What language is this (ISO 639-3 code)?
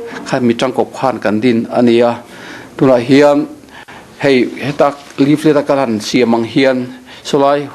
lus